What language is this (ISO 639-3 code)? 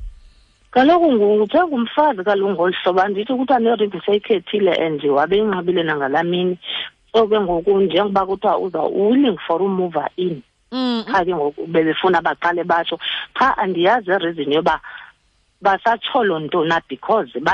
xho